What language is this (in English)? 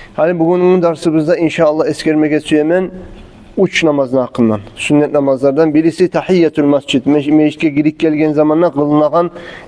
Kumyk